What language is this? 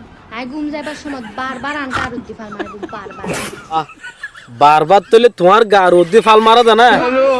Rohingya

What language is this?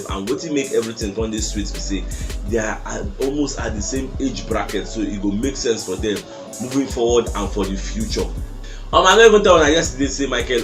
Nigerian Pidgin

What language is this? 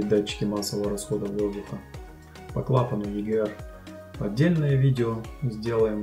Russian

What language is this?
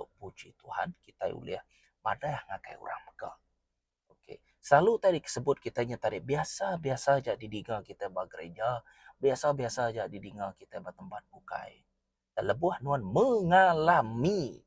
Iban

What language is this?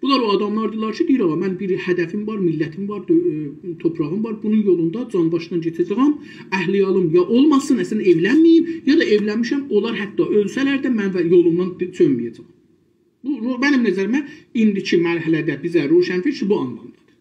South Azerbaijani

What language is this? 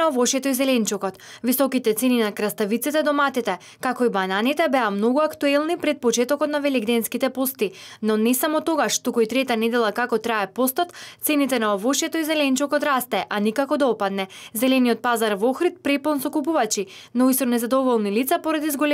Macedonian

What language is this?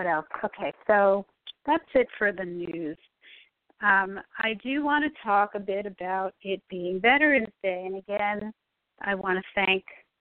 English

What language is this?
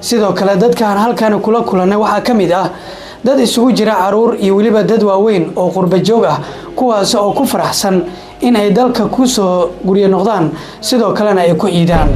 Somali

